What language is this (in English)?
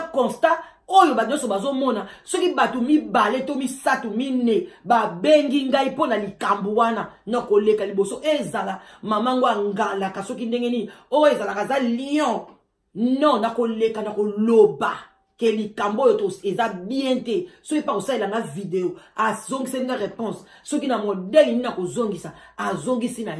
Lingala